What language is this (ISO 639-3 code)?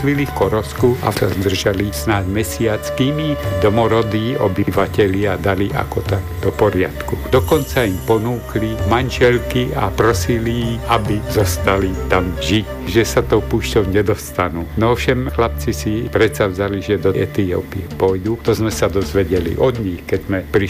slk